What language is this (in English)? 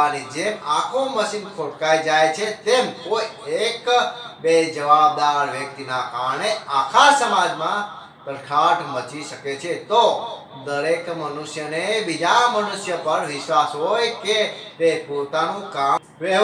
Gujarati